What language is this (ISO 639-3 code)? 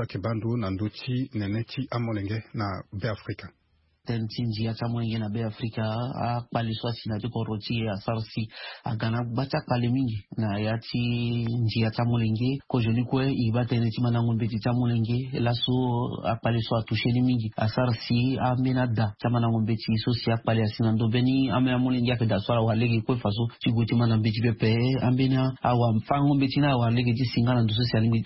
sag